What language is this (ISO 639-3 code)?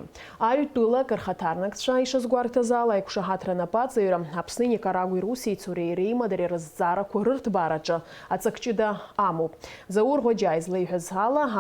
abk